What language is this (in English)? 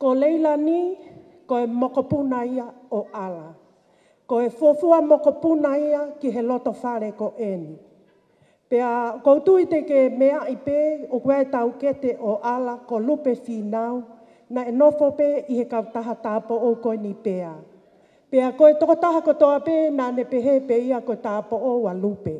Tongan